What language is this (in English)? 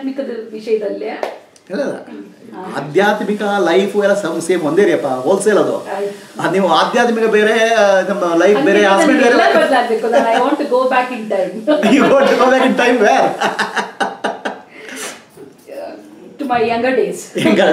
Kannada